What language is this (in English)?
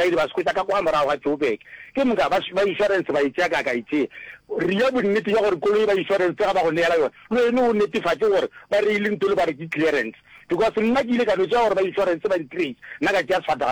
Northern Sotho